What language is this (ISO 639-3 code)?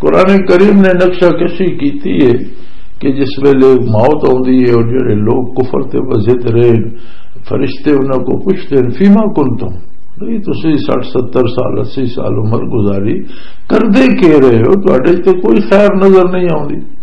lah